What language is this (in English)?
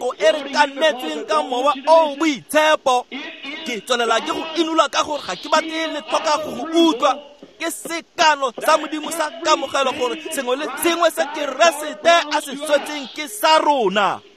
Tswana